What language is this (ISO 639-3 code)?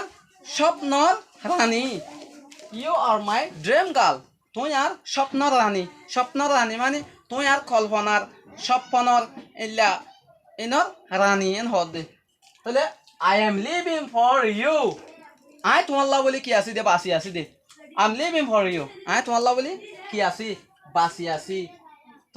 rhg